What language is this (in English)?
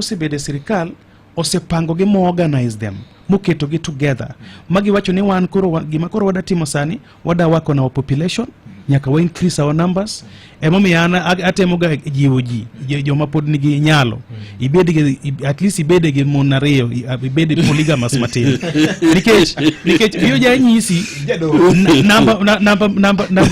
Luo (Kenya and Tanzania)